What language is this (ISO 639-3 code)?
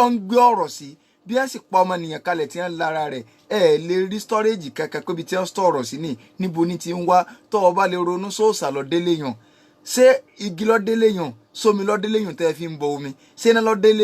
yor